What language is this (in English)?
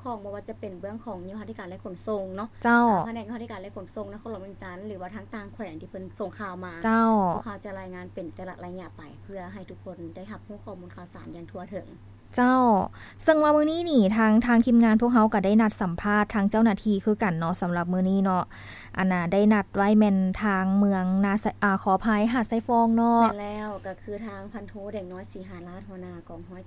Lao